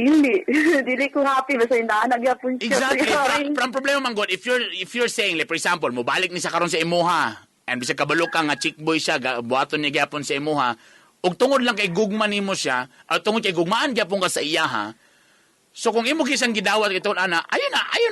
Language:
Cebuano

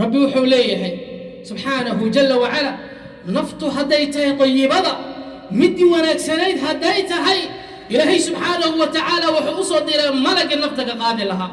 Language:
Somali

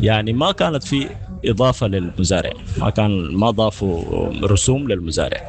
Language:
Sudanese Arabic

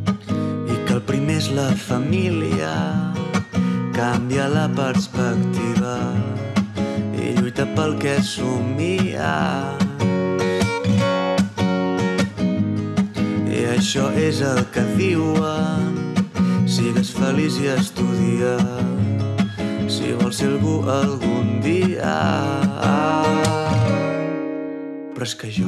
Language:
Catalan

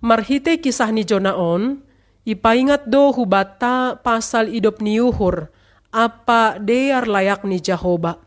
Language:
Batak Simalungun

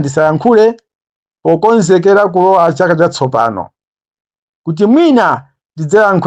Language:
Nyanja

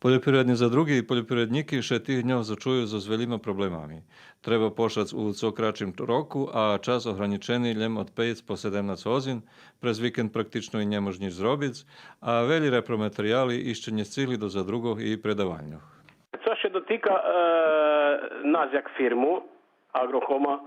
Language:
Rusyn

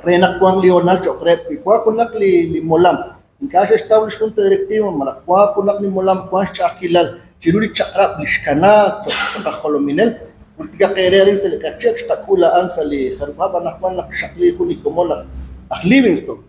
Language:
Kekchí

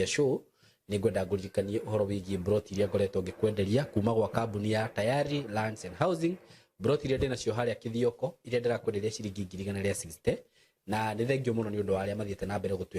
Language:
Kikuyu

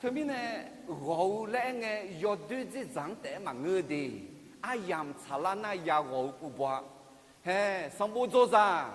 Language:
Akha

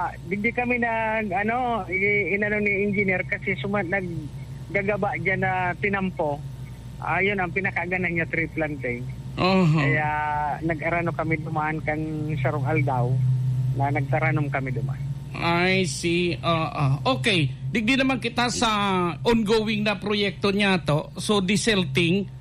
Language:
Bikol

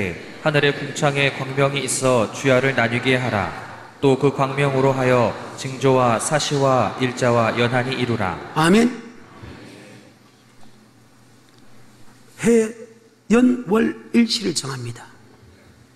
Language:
Korean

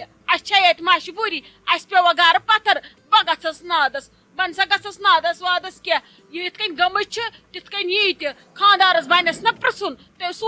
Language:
Kashmiri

